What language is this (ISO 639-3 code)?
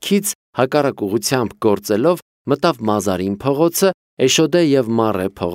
hye